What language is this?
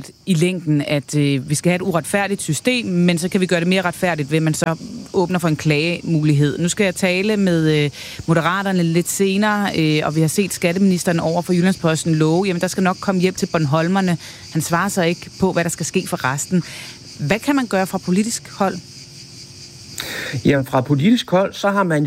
Danish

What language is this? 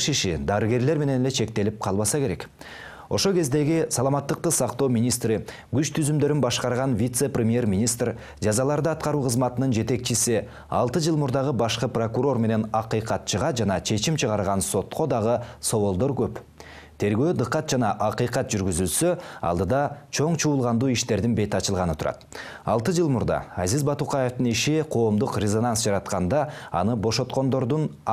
Kyrgyz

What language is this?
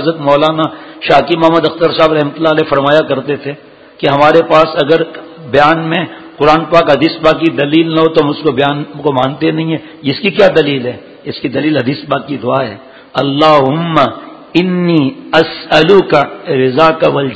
Urdu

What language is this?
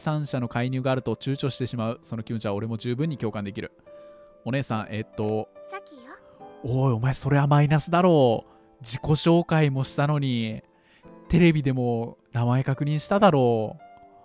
Japanese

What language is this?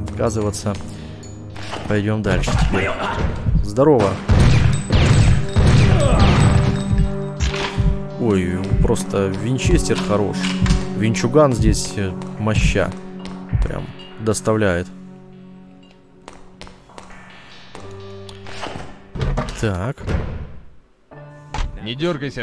Russian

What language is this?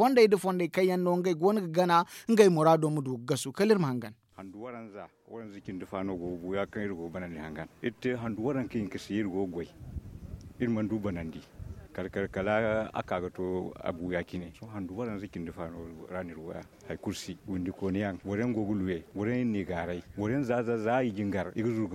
Zarma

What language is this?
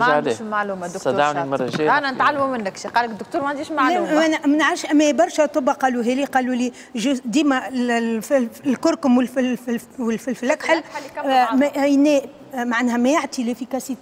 Tunisian Arabic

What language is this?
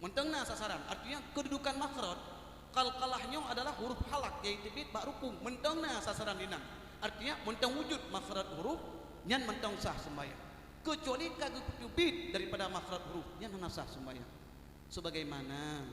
Achinese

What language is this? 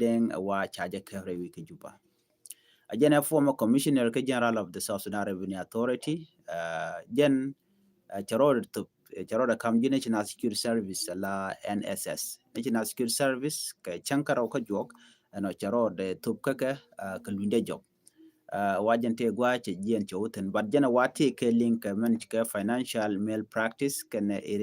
Nuer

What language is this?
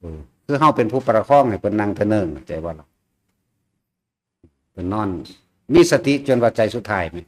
Northeastern Thai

